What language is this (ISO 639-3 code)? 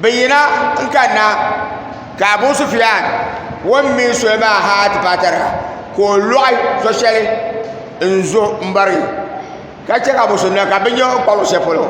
dag